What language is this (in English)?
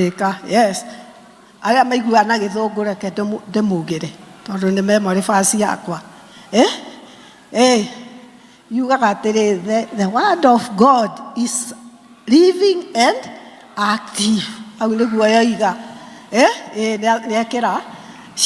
Kikuyu